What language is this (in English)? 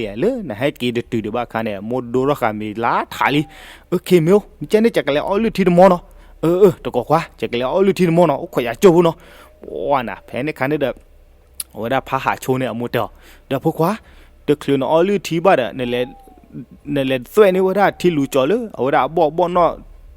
S'gaw Karen